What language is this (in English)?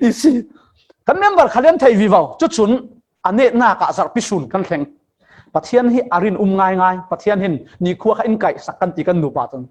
Falam Chin